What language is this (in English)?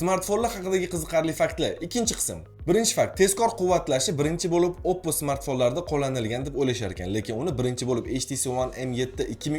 Uzbek